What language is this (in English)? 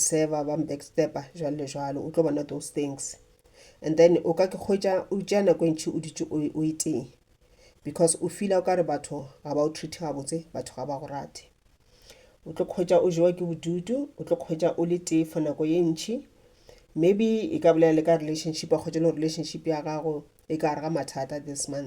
Northern Sotho